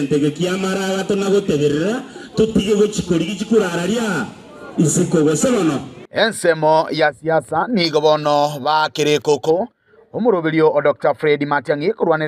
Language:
Gusii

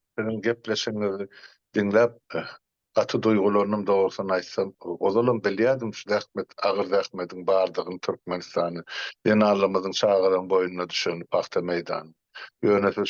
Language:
Turkmen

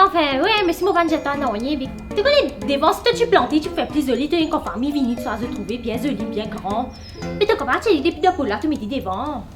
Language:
Morisyen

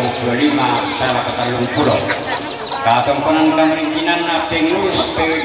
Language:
Toraja-Sa'dan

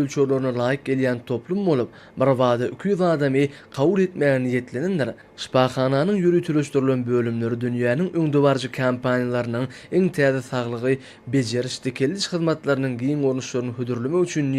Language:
Turkmen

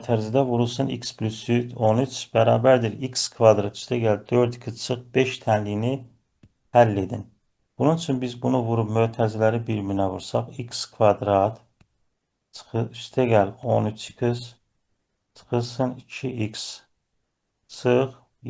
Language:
Azerbaijani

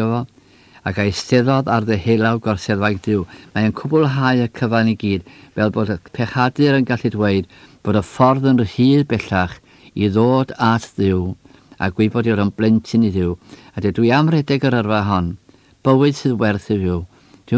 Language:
Welsh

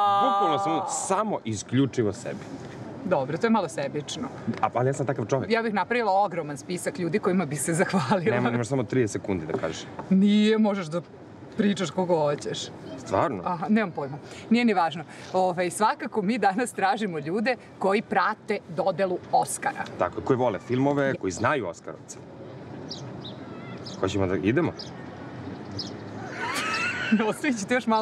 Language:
Serbian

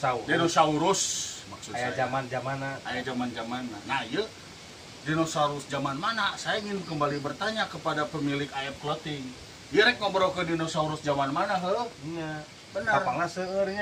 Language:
Sundanese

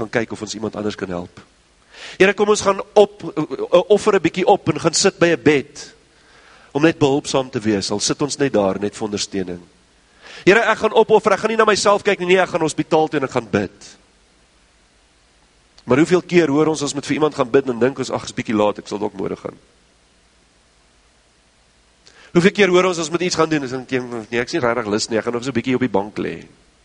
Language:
Afrikaans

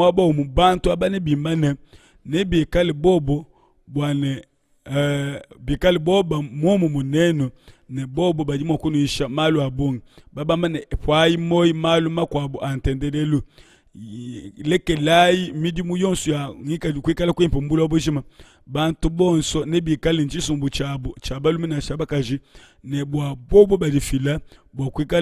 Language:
Luba-Lulua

